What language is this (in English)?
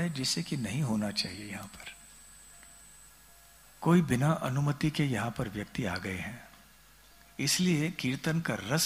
Hindi